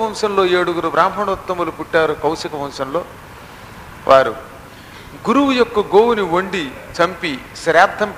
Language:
Telugu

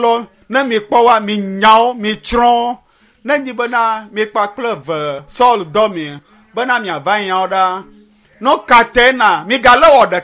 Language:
Ewe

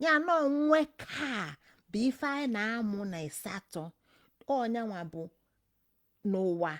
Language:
Igbo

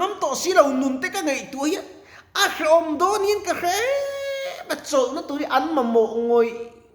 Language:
Mizo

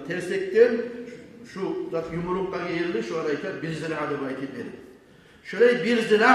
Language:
Kumyk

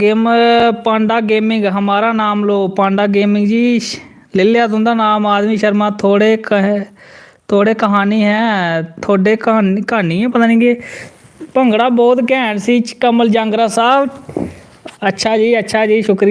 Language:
Dogri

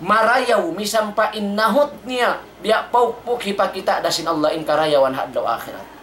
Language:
Tausug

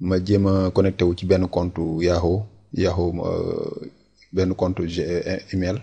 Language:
Wolof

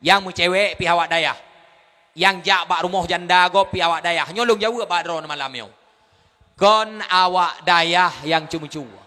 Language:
Achinese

